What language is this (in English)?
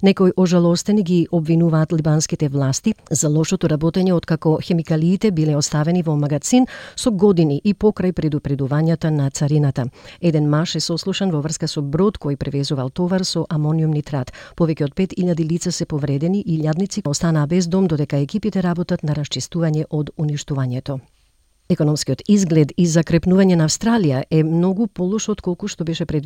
Macedonian